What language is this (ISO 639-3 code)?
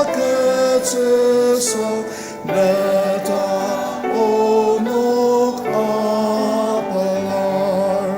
njo